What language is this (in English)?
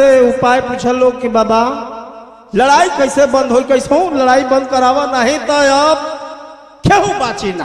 Bhojpuri